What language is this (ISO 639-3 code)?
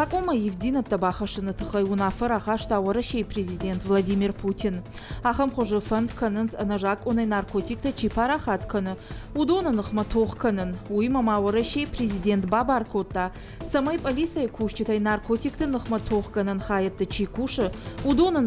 oss